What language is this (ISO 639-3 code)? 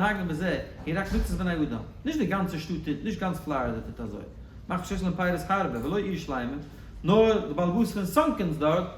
yid